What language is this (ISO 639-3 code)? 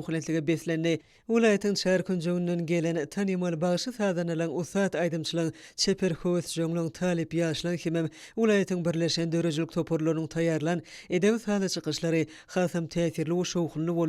tuk